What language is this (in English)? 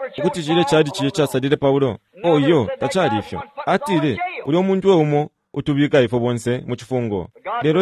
Bemba